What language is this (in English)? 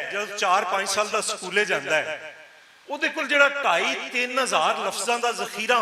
Western Panjabi